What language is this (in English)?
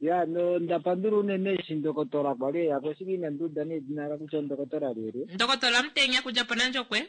Kuanyama